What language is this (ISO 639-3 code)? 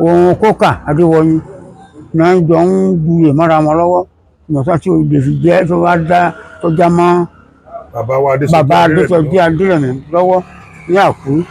yor